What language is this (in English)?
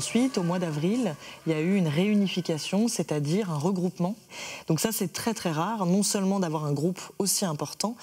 French